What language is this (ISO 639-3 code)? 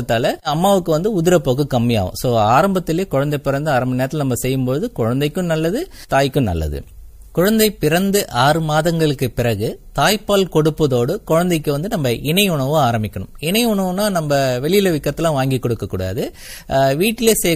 tam